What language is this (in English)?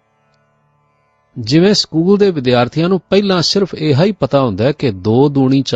Punjabi